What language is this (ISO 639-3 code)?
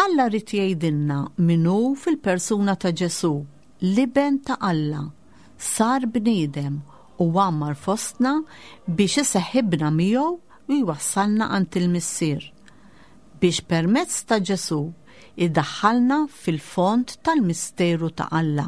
mlt